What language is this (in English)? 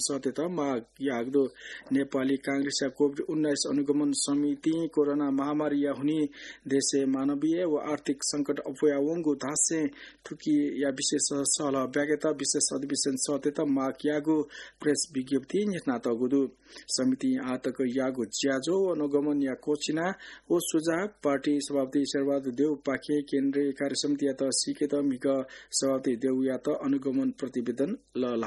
Newari